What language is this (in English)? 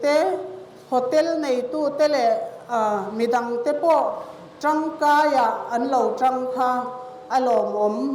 Mizo